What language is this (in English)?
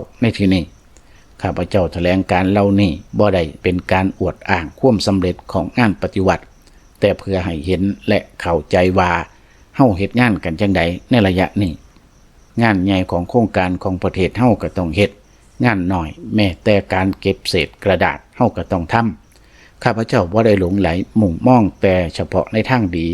Lao